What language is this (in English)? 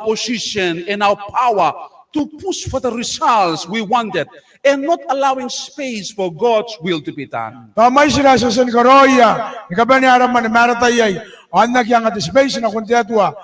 Gilbertese